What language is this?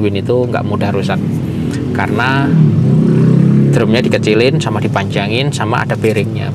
Indonesian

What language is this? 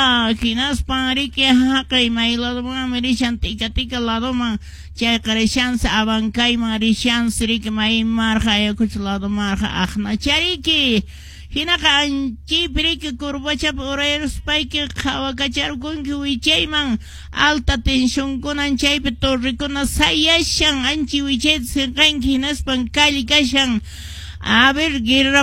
Quechua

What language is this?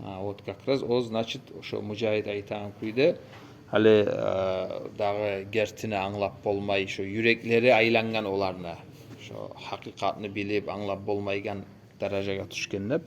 Kumyk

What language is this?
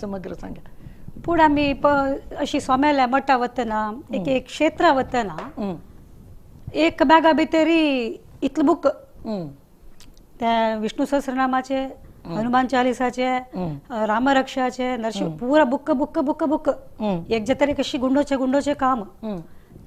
Konkani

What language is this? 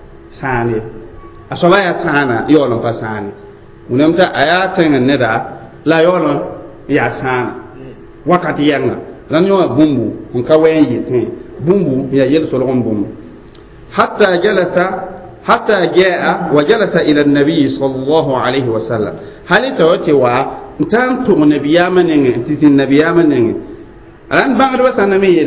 Mossi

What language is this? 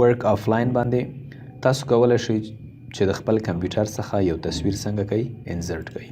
Pashto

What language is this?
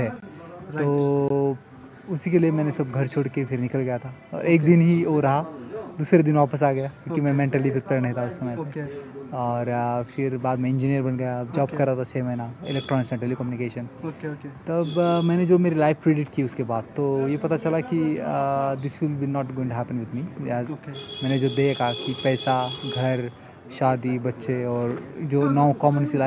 Hindi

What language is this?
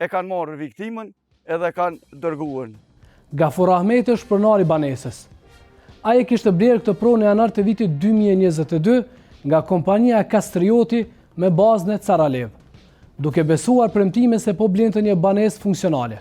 Albanian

